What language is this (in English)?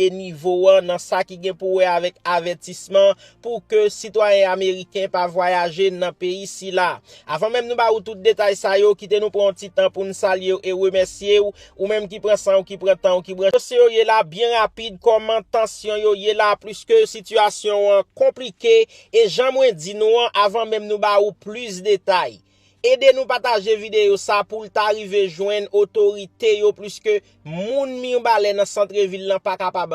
Haitian Creole